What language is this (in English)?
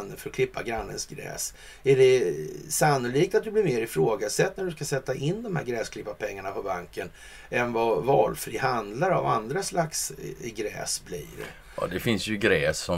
Swedish